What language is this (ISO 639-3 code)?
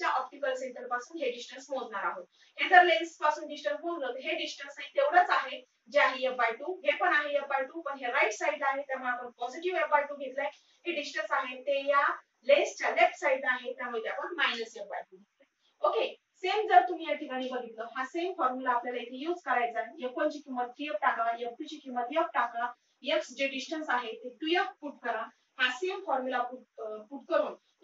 mar